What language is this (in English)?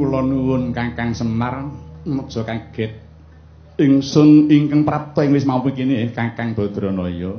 Javanese